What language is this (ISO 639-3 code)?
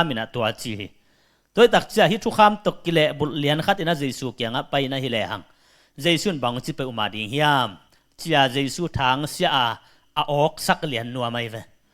ctd